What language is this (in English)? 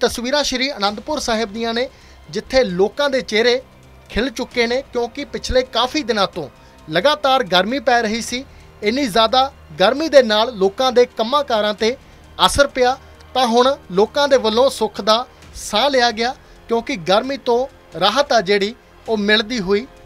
Punjabi